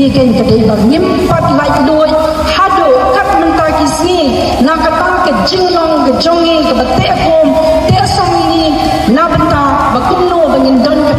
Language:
Khasi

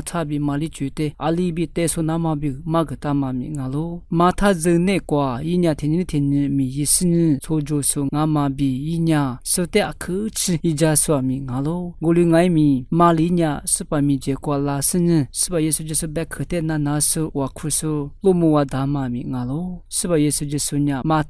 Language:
Lisu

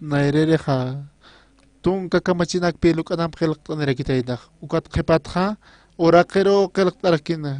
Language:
Aymara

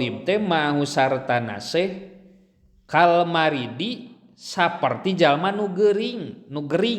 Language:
Sundanese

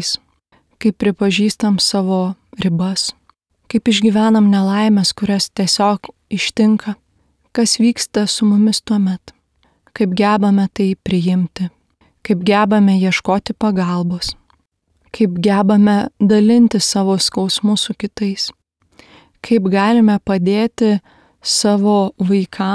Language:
Lithuanian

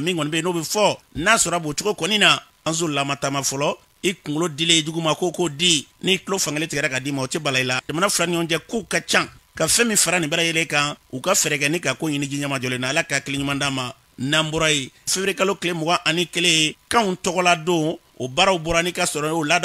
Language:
Bambara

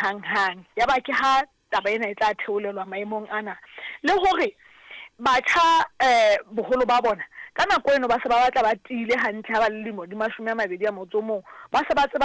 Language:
Southern Sotho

